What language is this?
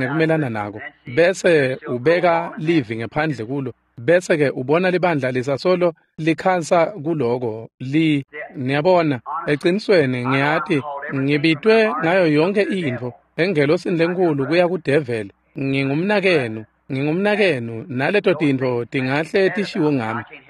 Swati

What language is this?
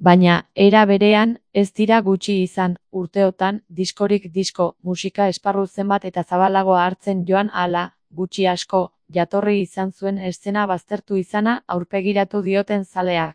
Basque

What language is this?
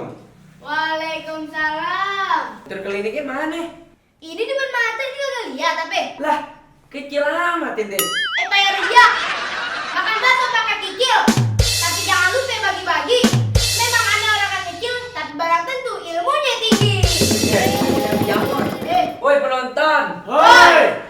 Betawi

